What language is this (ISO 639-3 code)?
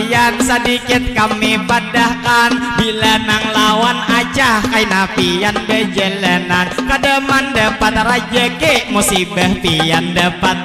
bjn